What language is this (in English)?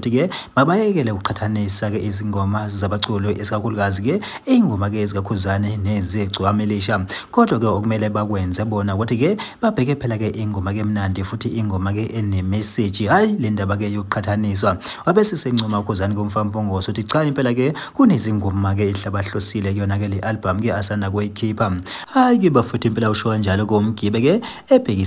Zulu